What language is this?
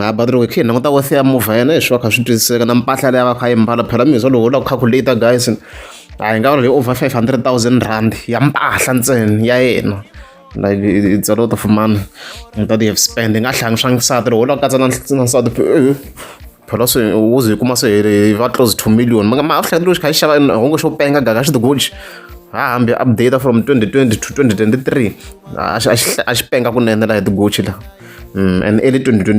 Tsonga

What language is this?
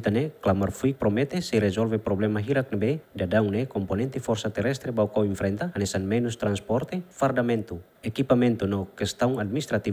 Tetum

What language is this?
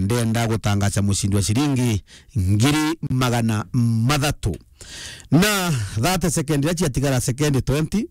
Meru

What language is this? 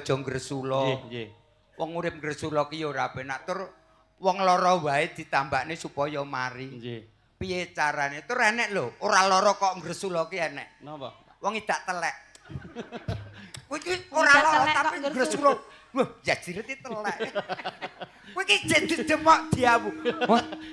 Javanese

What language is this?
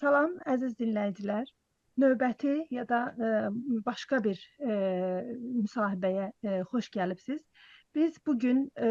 South Azerbaijani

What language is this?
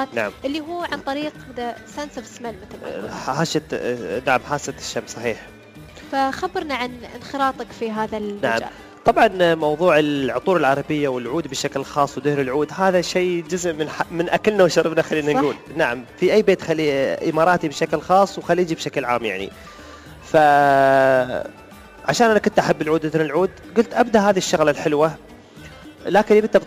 Gulf Arabic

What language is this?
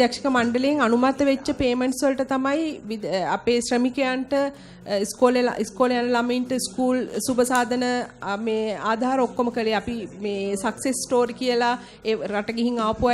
Sinhala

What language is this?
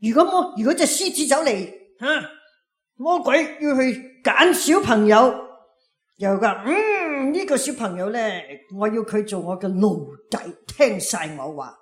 Cantonese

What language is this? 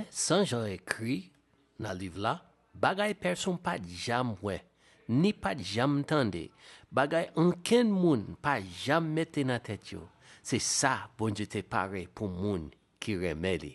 Haitian Creole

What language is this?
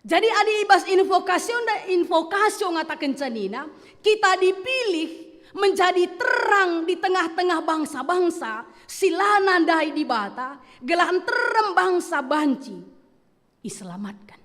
Batak Karo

